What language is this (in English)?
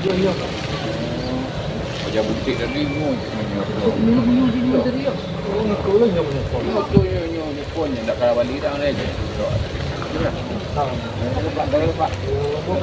Minangkabau